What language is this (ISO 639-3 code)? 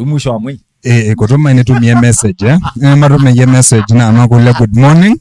kam